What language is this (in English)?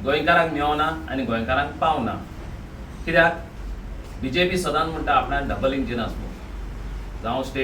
Konkani